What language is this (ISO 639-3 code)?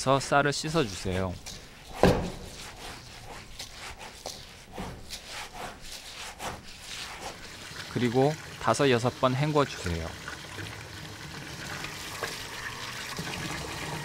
kor